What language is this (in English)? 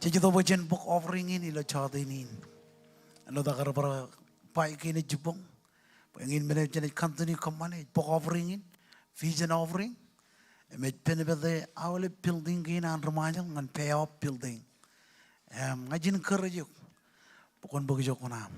Marshallese